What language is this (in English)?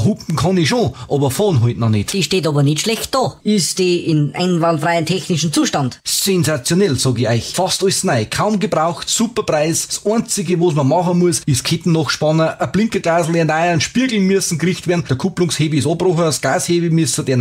Bavarian